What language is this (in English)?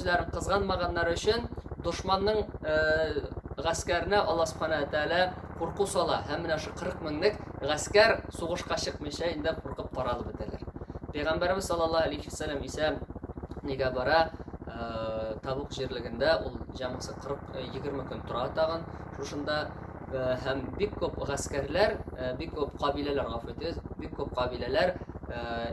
Tatar